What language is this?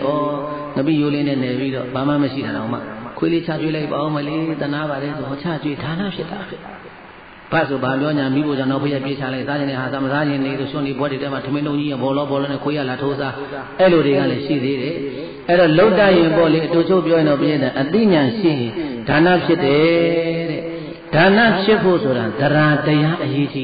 Burmese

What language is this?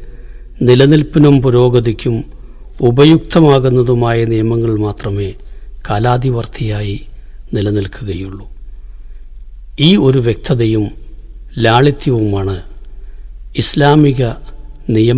Malayalam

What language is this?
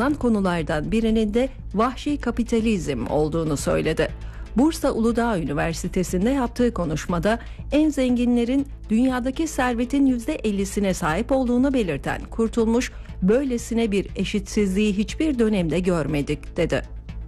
Turkish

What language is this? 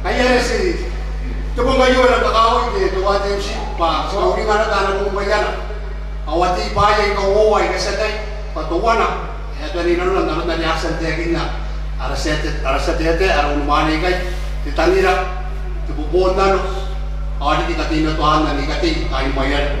Gilbertese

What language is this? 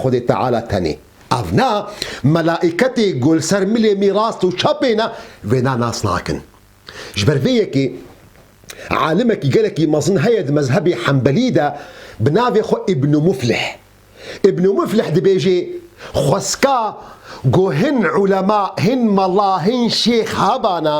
Kurdish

